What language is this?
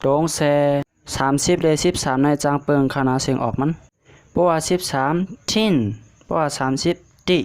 Shan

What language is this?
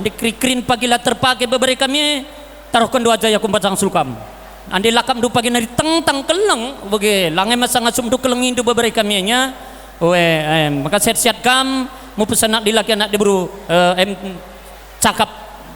Batak Karo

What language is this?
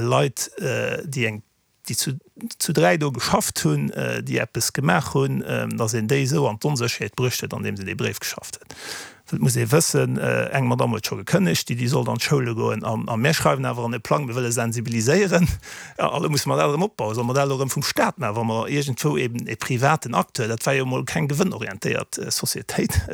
Luxembourgish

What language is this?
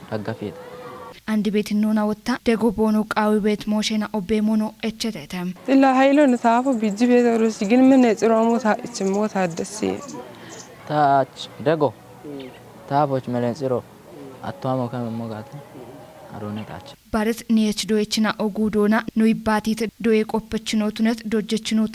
Kafa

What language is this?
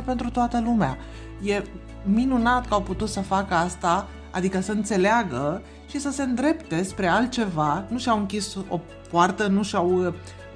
Romanian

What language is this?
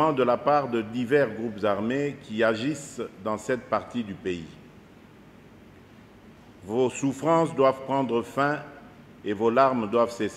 French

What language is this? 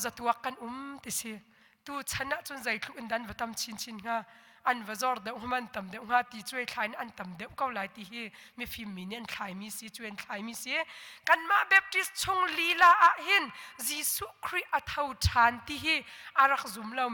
Hakha Chin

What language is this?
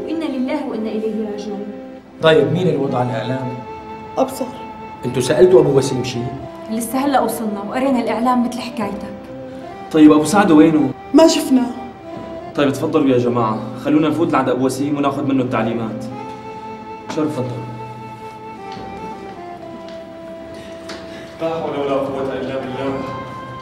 North Levantine Arabic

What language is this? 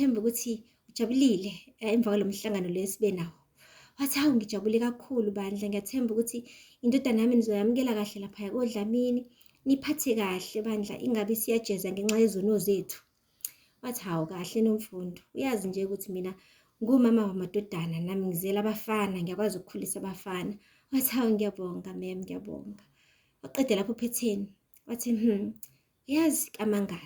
Zulu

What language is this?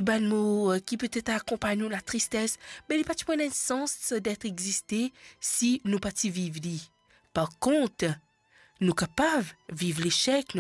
Morisyen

